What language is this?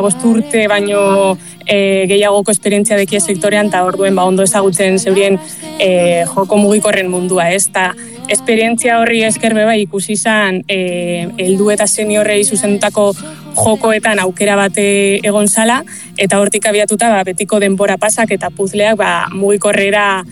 Basque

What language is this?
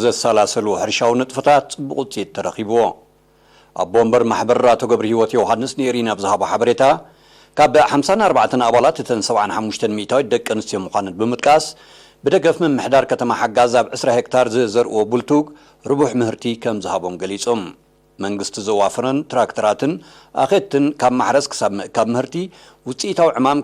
Tigrinya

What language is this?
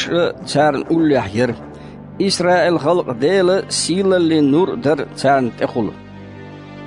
Chechen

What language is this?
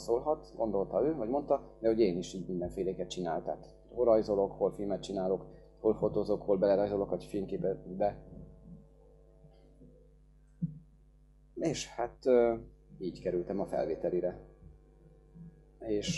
Hungarian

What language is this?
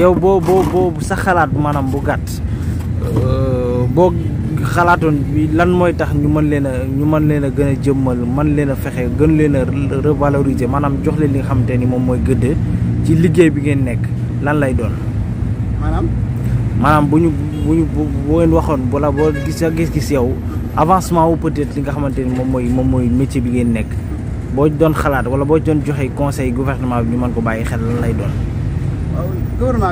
Wolof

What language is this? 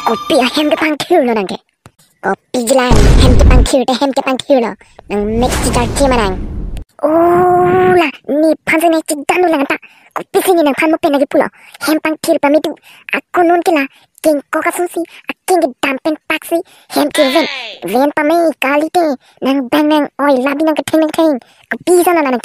Karbi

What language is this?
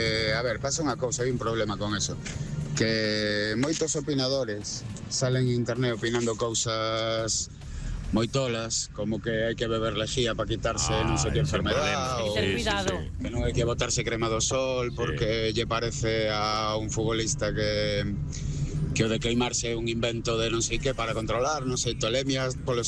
Galician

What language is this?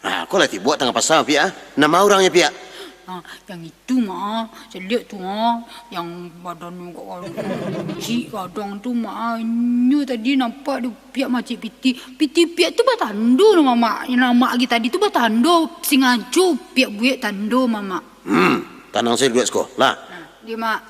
Minangkabau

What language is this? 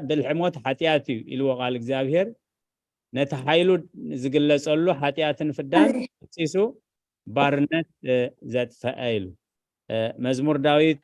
Tigrinya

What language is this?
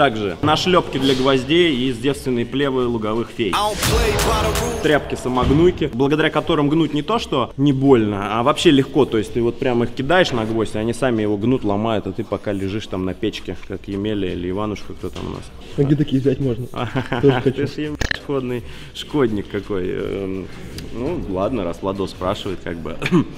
Russian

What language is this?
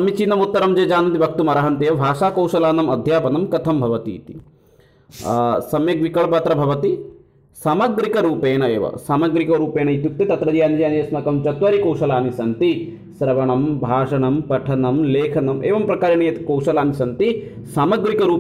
Sanskrit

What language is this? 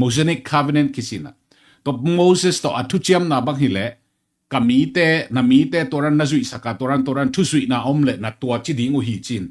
Tedim Chin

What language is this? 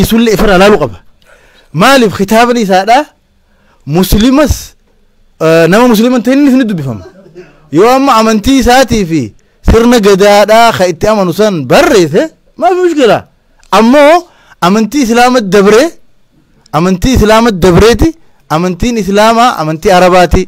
Oromo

